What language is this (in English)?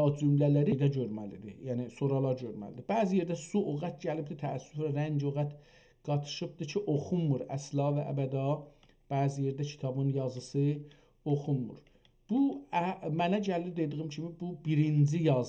South Azerbaijani